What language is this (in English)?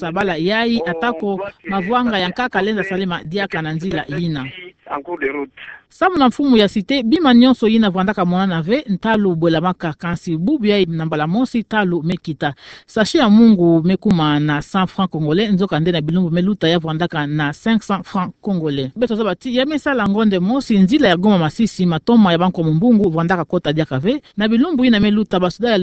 Kituba (Democratic Republic of Congo)